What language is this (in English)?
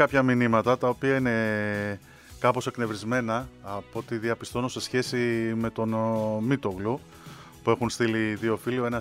Greek